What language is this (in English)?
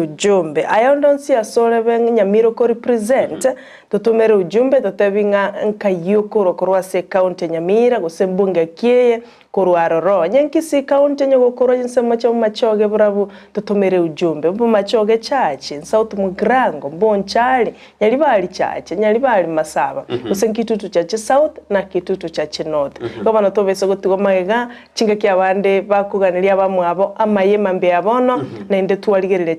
Gusii